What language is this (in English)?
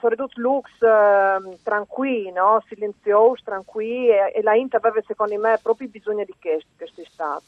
Friulian